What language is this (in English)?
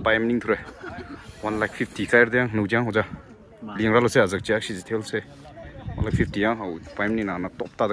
Tangkhul Naga (India)